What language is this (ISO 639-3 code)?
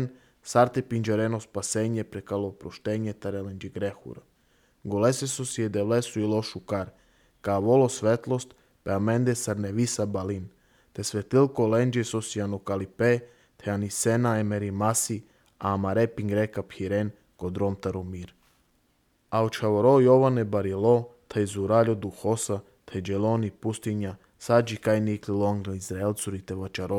srp